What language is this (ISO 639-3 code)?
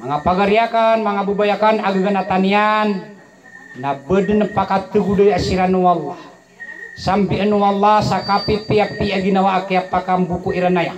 mrw